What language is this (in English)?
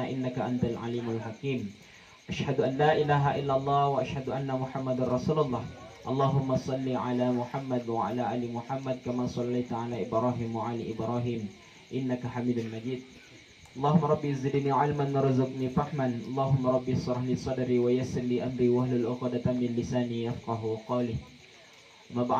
Makasar